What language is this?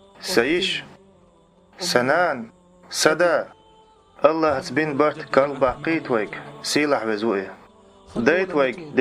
Chechen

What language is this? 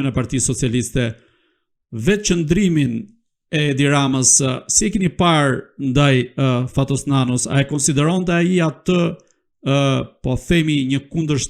Albanian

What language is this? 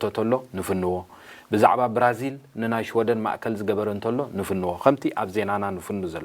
Tigrinya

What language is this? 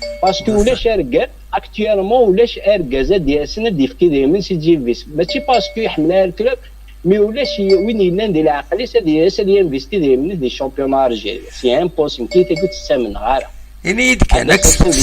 Kabyle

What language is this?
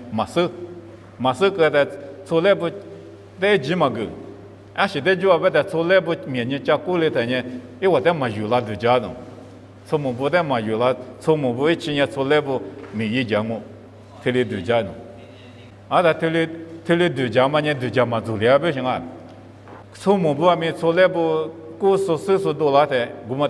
Lisu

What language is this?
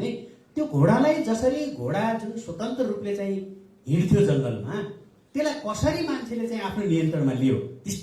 Nepali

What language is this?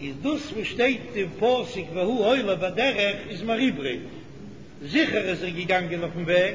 Yiddish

